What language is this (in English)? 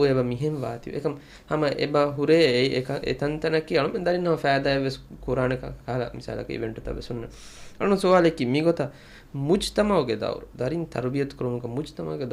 Divehi